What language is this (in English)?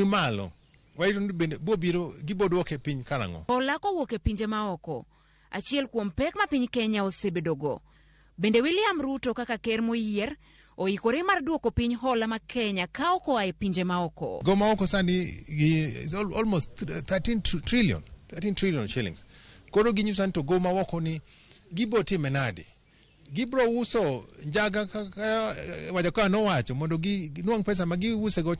Luo (Kenya and Tanzania)